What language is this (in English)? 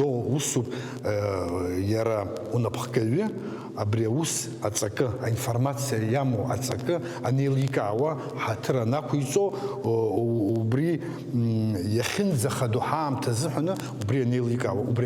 Abkhazian